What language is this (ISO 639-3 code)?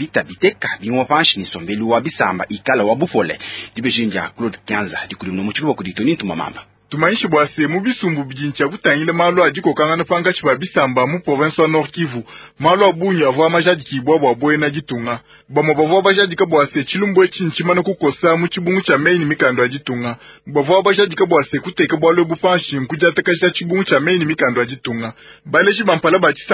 lua